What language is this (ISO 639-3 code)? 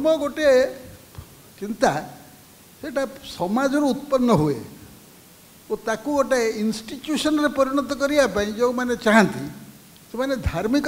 ori